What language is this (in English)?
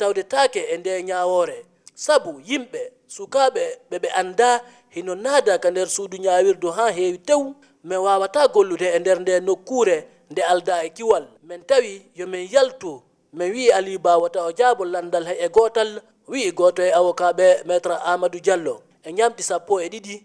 Fula